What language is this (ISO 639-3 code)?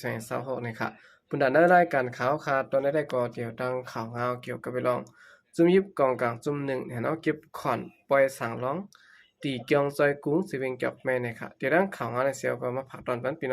shn